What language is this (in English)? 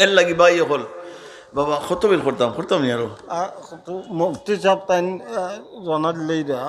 Sylheti